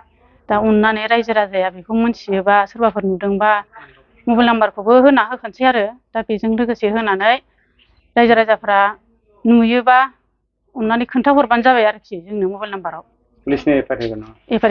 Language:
Bodo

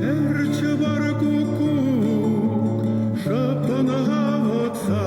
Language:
Chuvash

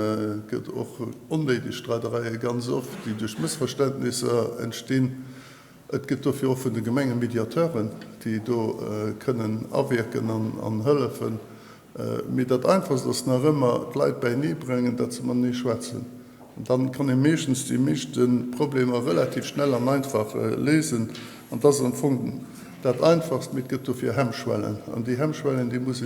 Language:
Luxembourgish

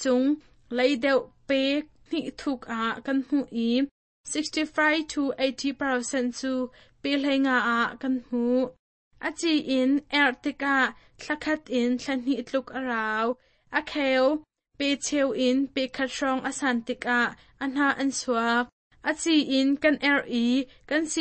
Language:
Hakha Chin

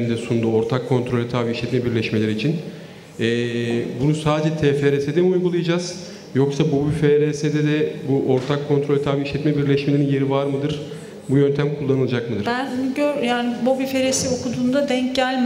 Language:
Turkish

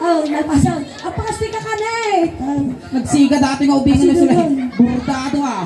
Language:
Iloko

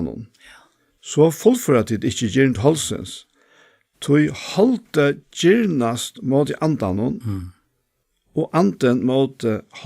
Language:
Faroese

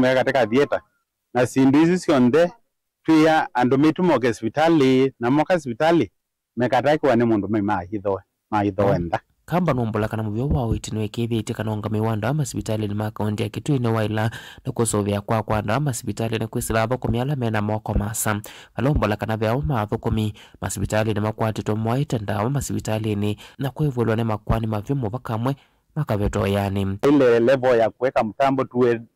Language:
Kamba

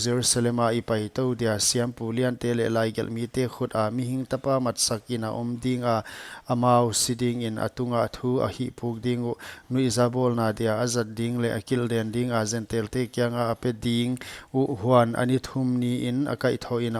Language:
Paite Chin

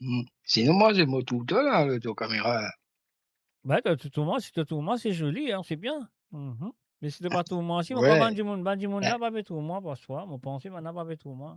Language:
Morisyen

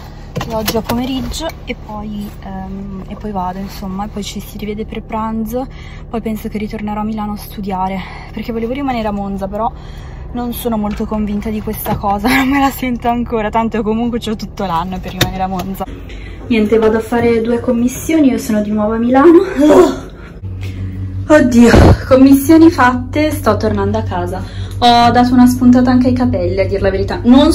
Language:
Italian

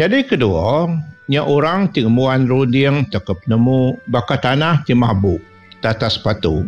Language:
Iban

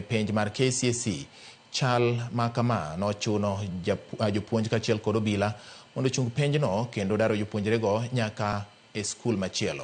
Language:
Luo (Kenya and Tanzania)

